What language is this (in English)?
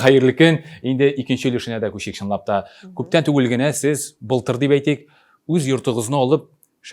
Tatar